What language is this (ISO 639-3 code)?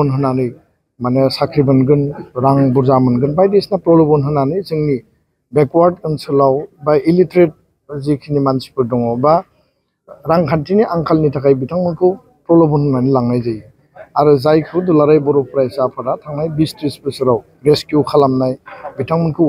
brx